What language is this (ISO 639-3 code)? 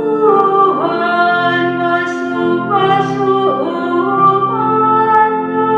btx